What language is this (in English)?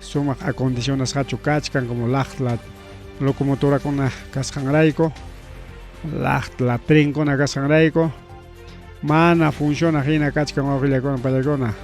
Ayacucho Quechua